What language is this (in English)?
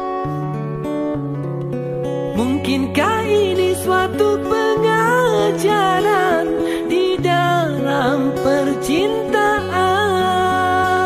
Indonesian